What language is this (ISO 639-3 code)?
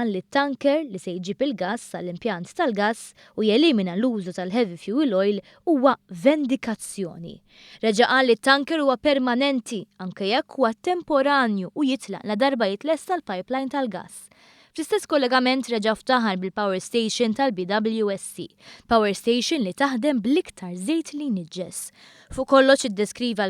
mlt